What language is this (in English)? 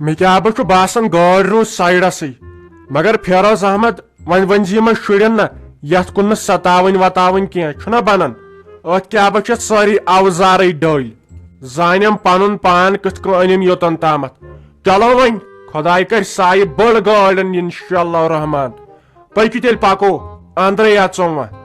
Kashmiri